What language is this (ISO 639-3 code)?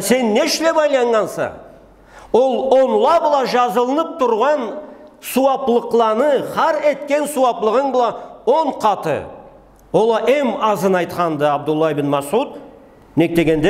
krc